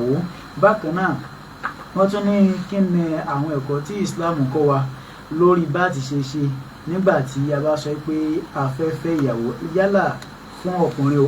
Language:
Yoruba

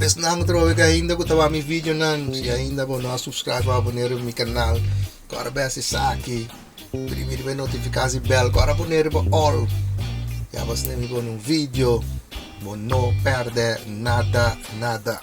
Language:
Papiamento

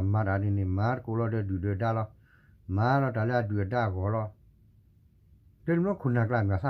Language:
S'gaw Karen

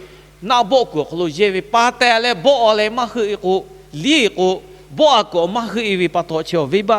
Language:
Lahu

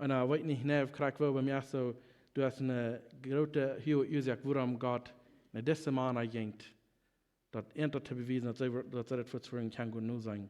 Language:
Plautdietsch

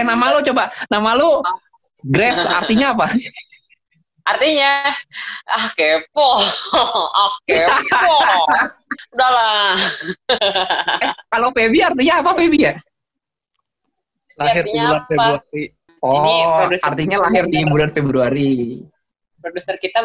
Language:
Indonesian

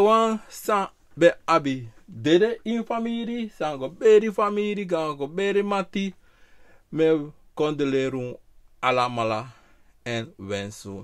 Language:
Sranan Tongo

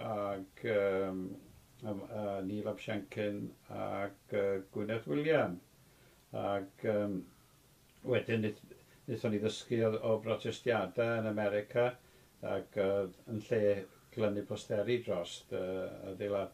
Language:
Welsh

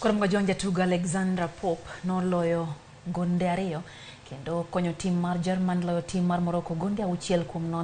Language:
Luo (Kenya and Tanzania)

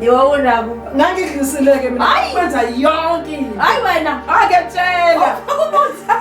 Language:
Zulu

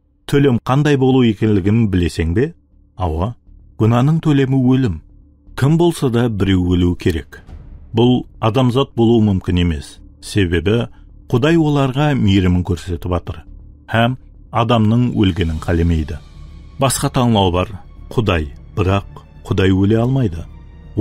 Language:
Kara-Kalpak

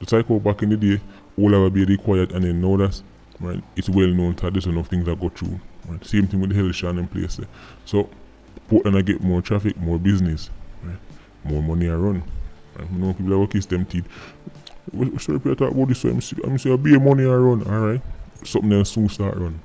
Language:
Jamaican Creole English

